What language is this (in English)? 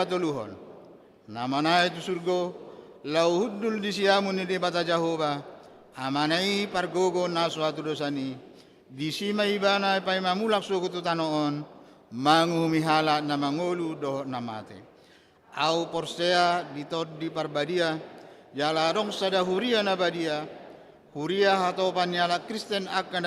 Batak Toba